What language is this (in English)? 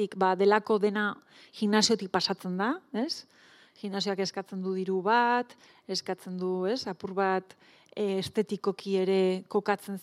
Basque